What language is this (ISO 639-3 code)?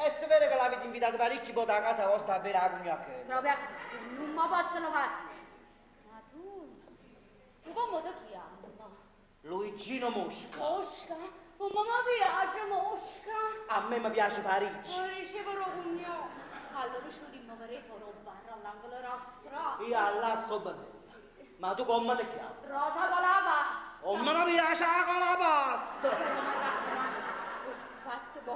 nap